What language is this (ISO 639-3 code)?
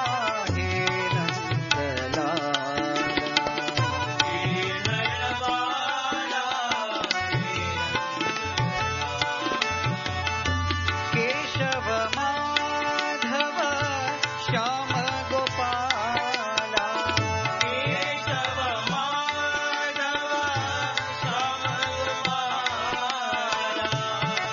kan